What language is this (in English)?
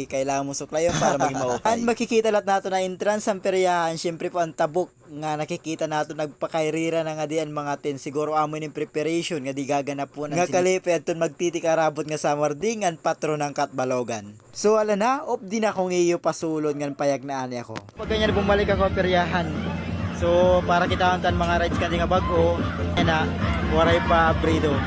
Waray